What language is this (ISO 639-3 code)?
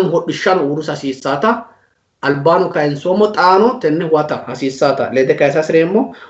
sid